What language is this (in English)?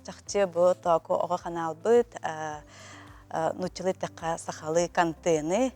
Yakut